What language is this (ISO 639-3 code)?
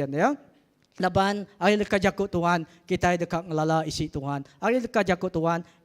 iba